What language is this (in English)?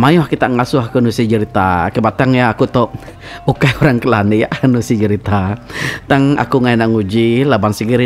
Iban